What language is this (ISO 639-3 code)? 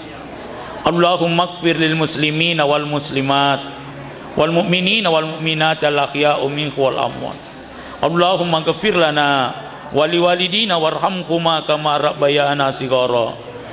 bug